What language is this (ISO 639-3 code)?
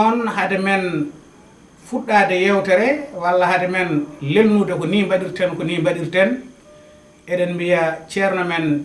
ful